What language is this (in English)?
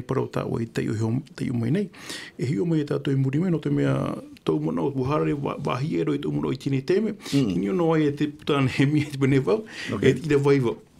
Tahitian